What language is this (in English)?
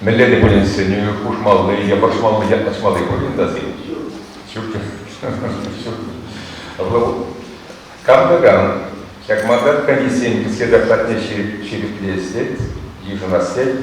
Chuvash